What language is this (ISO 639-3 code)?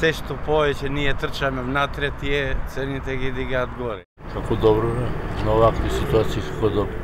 mkd